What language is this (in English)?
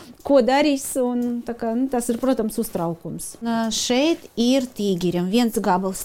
Latvian